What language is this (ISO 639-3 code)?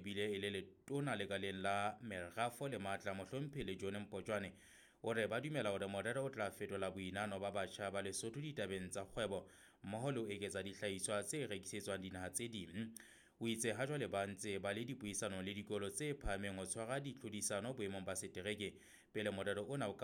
sot